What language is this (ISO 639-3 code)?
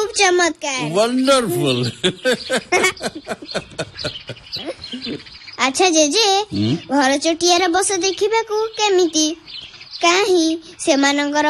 ori